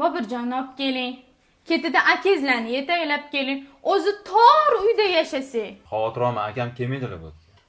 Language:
Uzbek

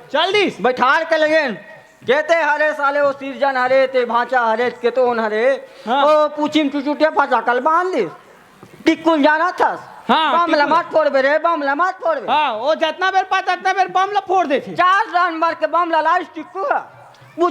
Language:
Chhattisgarhi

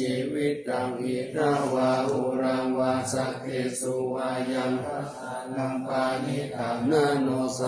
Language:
Pali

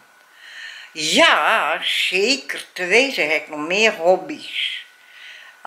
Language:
Dutch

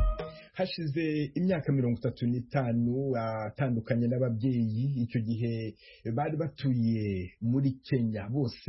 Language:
Kinyarwanda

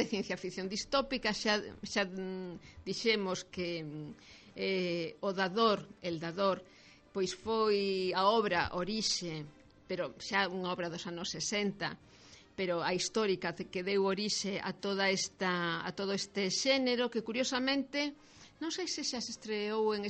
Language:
Galician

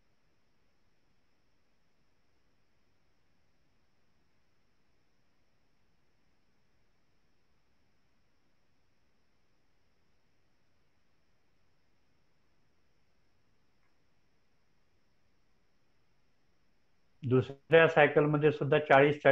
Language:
Marathi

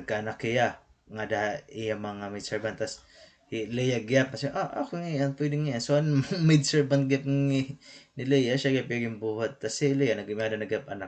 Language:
Waray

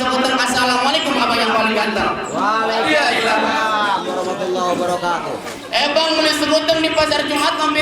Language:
Betawi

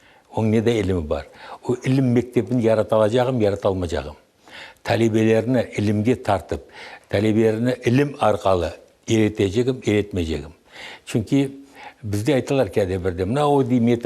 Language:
Crimean Tatar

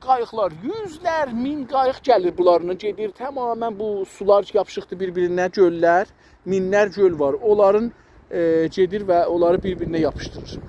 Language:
South Azerbaijani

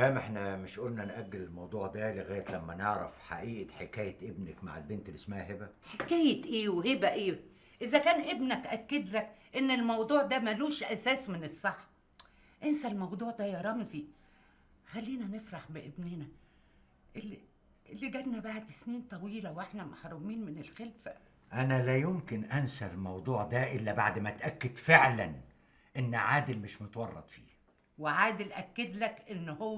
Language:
Egyptian Arabic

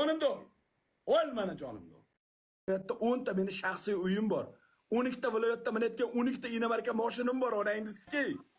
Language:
Uzbek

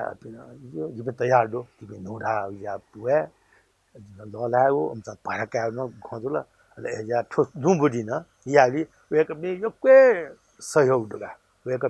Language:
Newari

